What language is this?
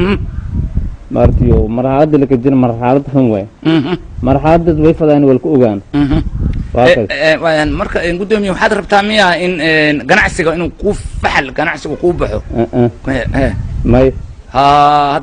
Somali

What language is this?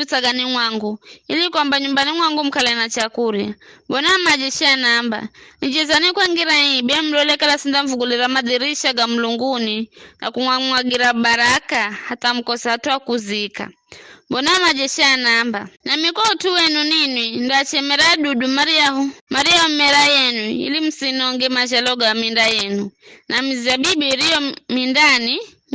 Giryama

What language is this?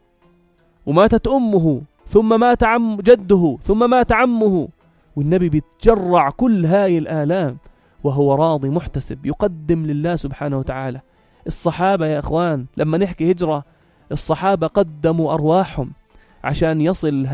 North Levantine Arabic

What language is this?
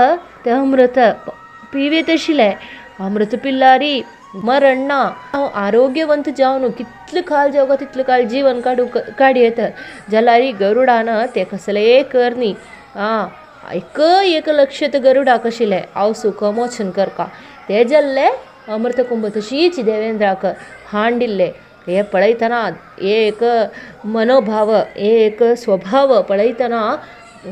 Konkani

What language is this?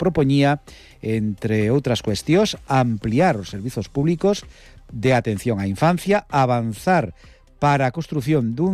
Galician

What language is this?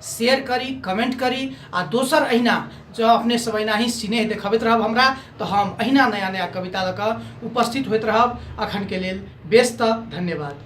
Maithili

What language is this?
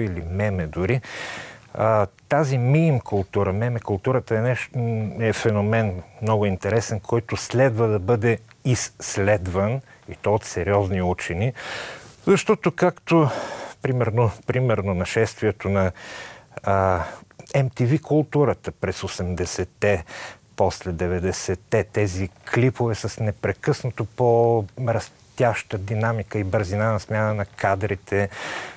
Bulgarian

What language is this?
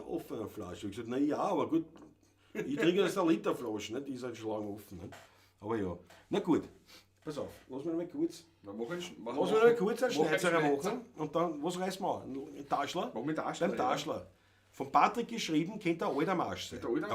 Bavarian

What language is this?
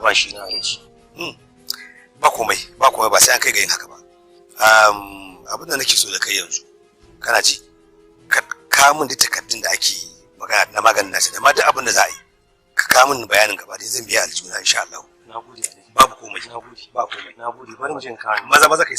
Hausa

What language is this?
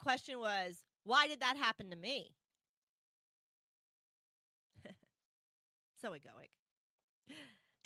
English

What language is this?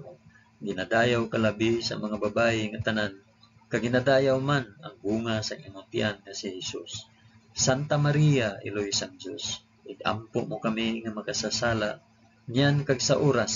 Hiligaynon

